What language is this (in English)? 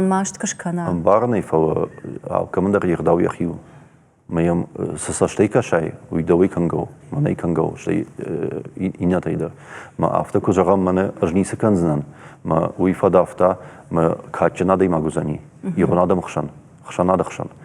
Ossetic